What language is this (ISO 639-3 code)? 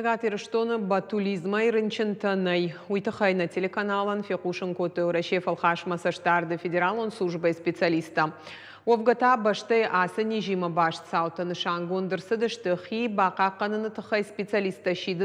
oss